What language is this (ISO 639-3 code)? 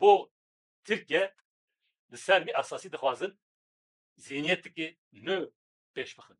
kur